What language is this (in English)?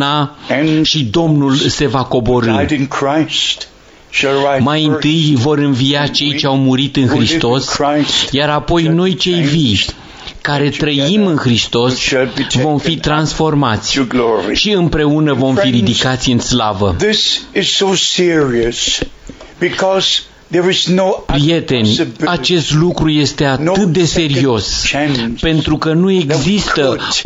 Romanian